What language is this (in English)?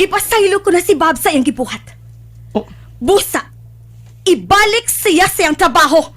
Cebuano